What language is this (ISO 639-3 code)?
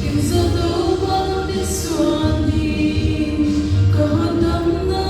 pck